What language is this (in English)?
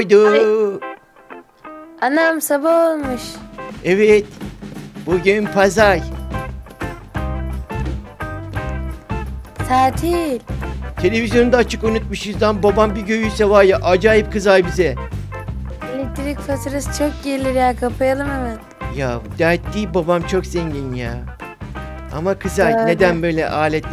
Turkish